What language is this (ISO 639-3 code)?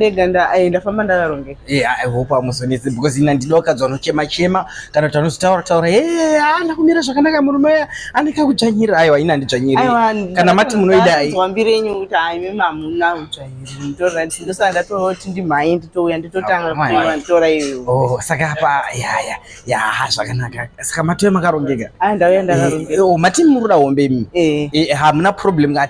sna